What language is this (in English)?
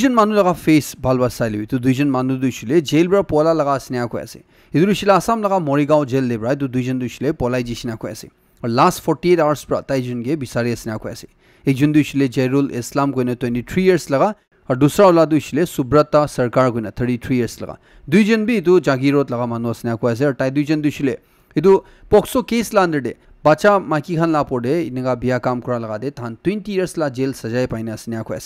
Naga Pidgin